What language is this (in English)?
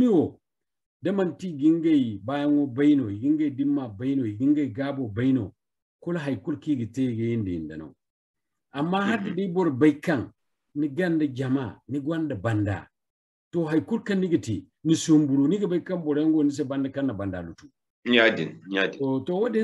Zarma